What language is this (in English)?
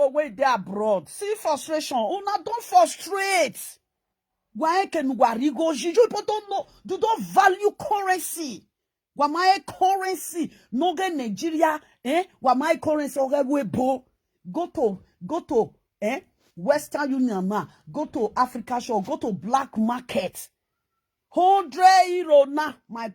Nigerian Pidgin